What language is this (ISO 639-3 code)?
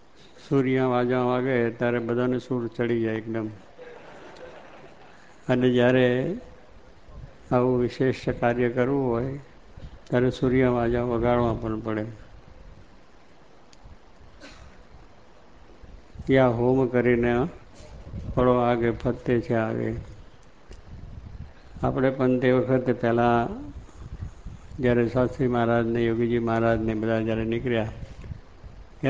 guj